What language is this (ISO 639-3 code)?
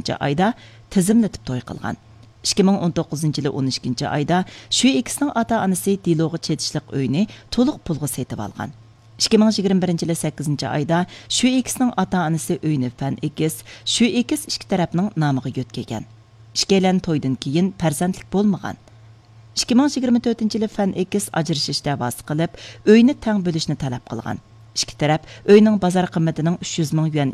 uig